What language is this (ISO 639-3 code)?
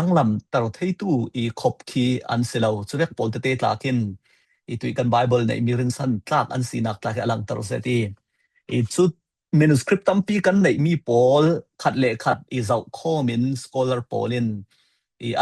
cfm